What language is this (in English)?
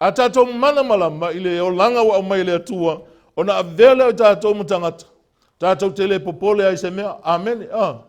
Samoan